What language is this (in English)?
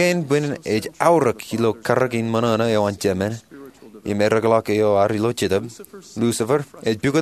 Marshallese